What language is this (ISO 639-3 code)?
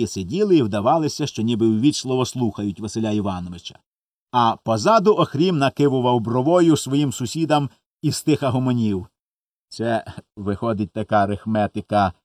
ukr